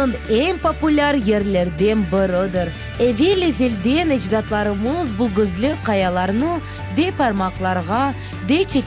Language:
Crimean Tatar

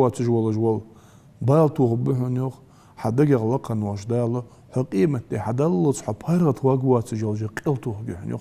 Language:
Ingush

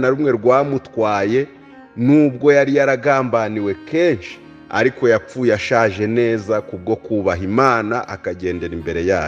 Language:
Kinyarwanda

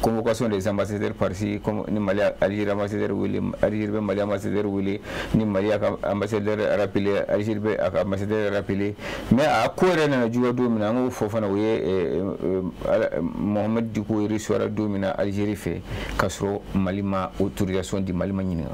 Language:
Bambara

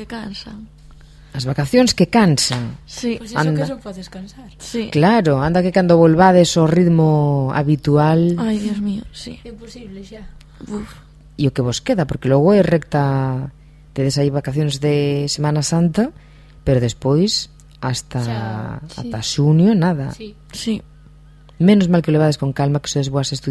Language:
Galician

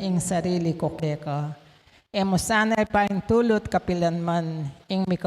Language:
Pampanga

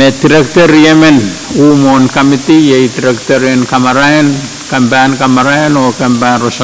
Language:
Pohnpeian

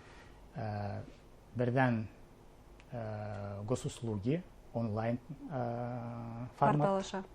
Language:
Bashkir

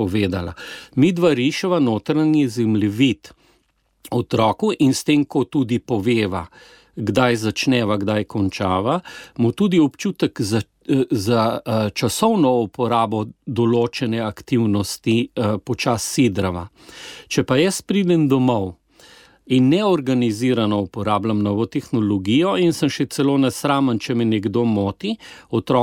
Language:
Slovenian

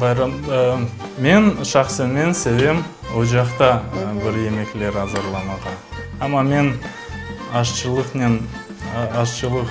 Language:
Crimean Tatar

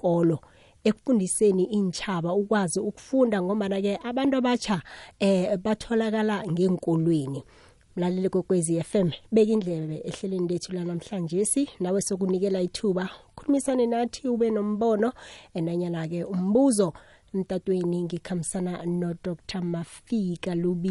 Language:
South Ndebele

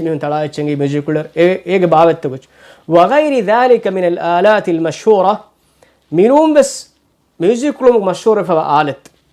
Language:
Divehi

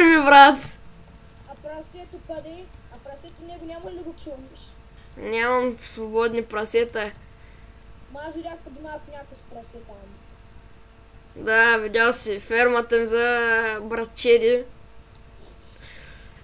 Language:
Bulgarian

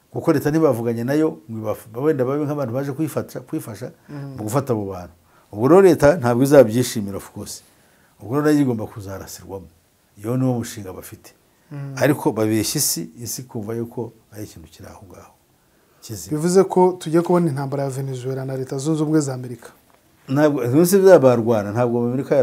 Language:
Kinyarwanda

